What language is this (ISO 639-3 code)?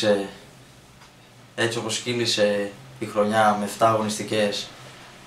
ell